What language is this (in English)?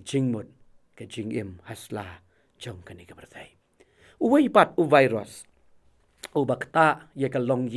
Khasi